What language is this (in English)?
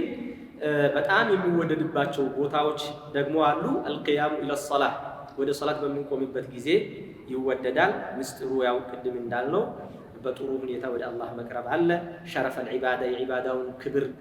Amharic